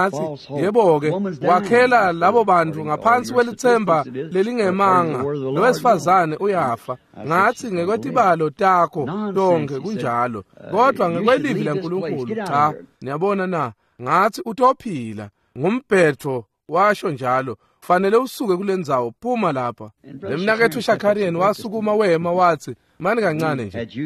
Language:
Swati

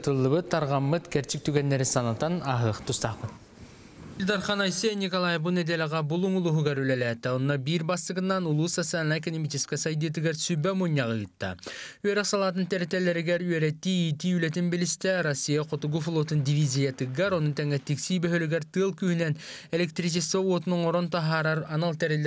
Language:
Yakut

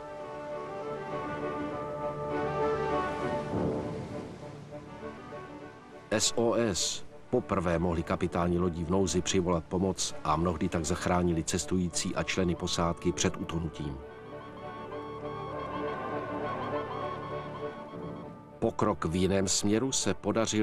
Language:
Czech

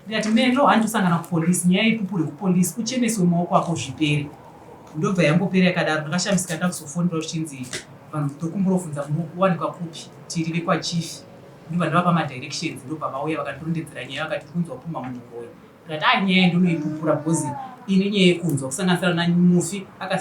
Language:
Shona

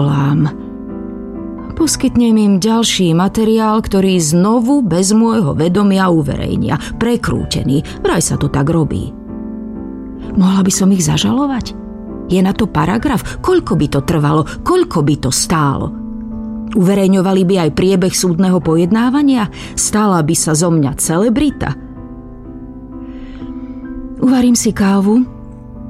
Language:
Slovak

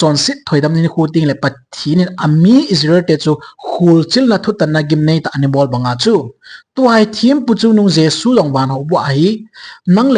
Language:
Thado Chin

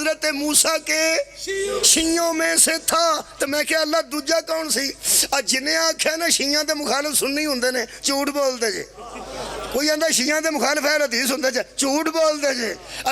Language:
Pahari-Potwari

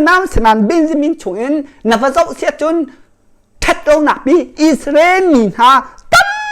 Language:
Hakha Chin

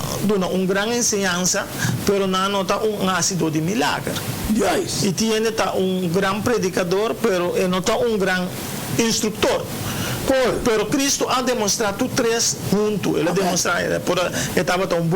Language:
Papiamento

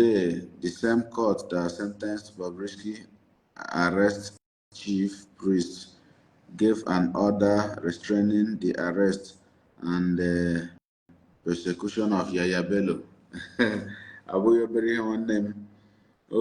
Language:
Igbo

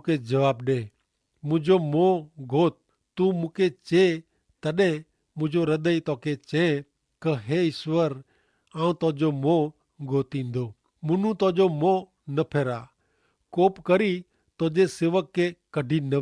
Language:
Kachhi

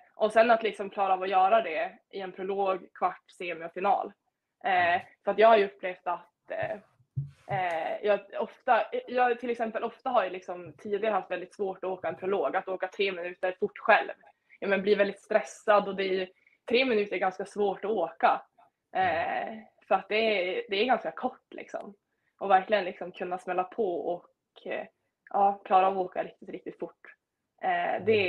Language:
Swedish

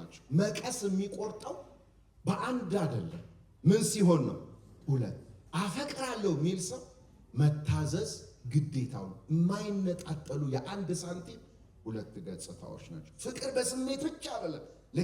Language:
Amharic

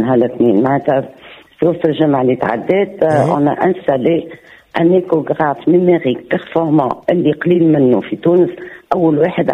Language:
Tunisian Arabic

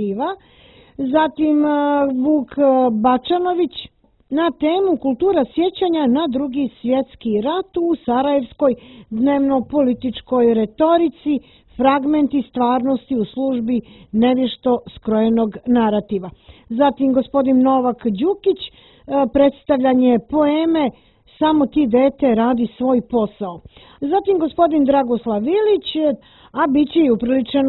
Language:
Serbian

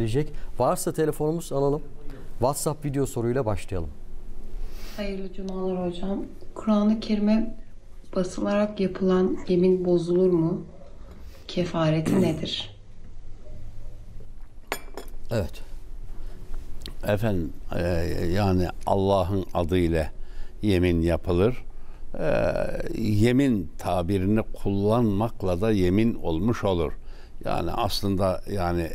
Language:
Turkish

